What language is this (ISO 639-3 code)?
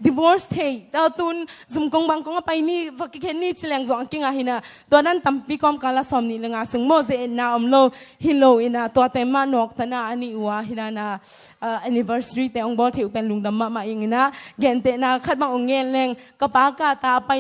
ctd